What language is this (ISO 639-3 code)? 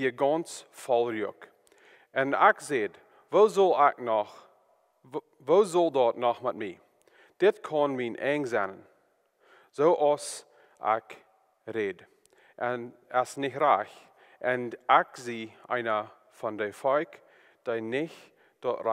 pdt